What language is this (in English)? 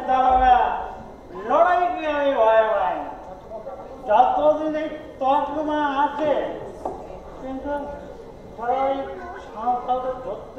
Bangla